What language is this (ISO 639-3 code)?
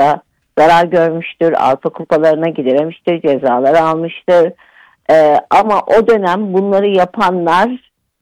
tur